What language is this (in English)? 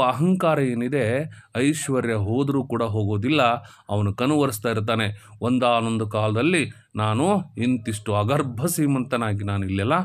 Kannada